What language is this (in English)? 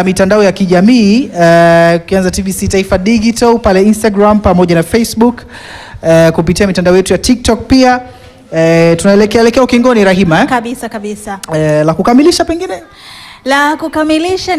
Swahili